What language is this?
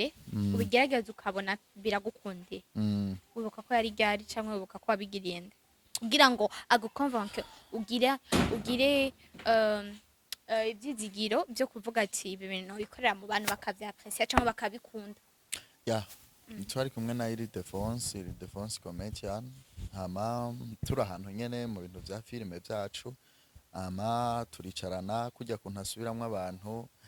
Rundi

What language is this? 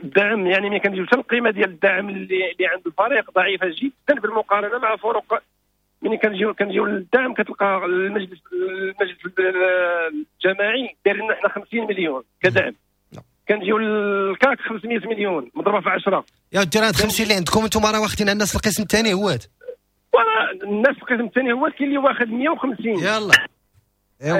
Moroccan Arabic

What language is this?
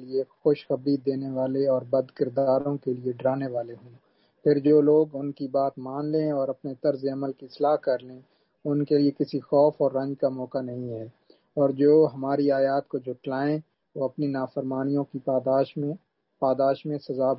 Urdu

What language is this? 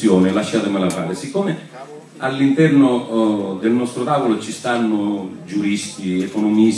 Italian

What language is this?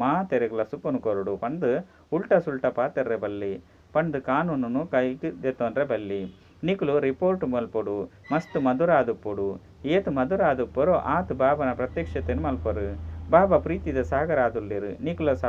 Tulu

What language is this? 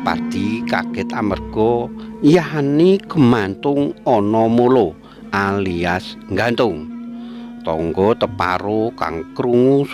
Javanese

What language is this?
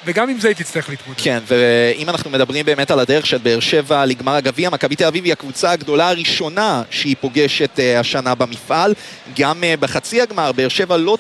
Hebrew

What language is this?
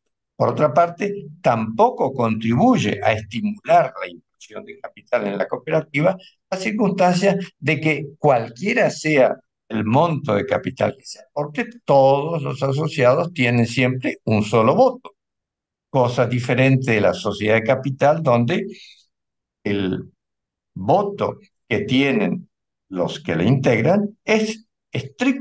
Spanish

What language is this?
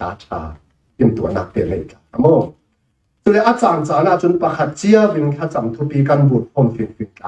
Falam Chin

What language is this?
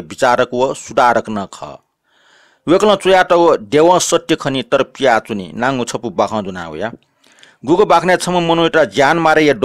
Newari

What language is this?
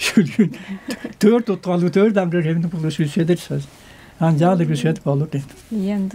Tuvinian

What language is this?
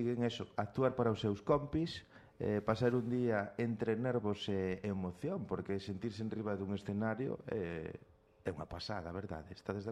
Galician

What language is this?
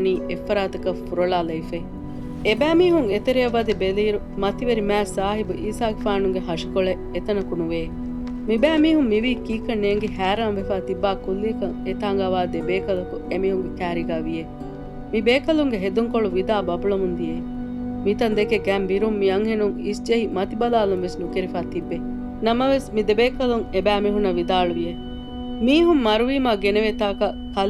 Divehi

